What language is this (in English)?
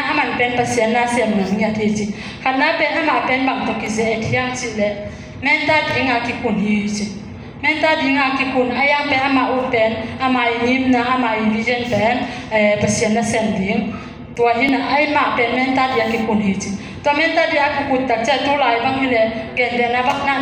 Tedim Chin